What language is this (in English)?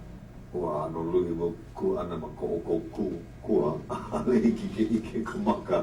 Hawaiian